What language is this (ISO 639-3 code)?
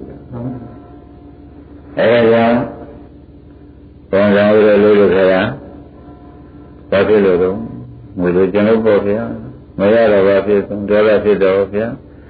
mya